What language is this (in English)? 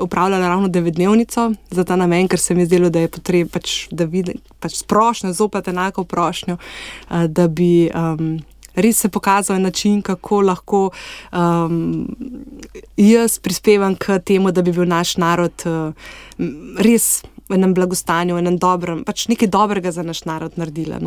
Slovenian